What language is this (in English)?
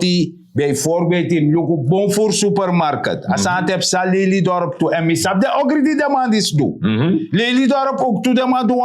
Sranan Tongo